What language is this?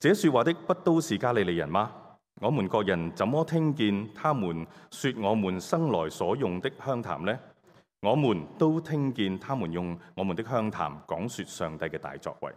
Cantonese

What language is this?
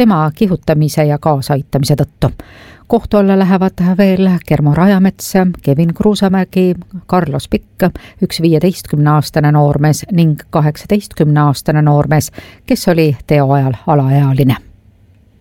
Estonian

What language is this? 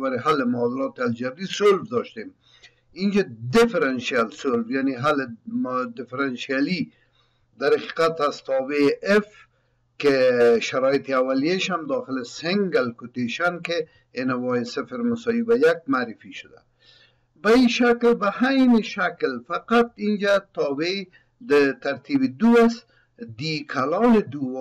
Persian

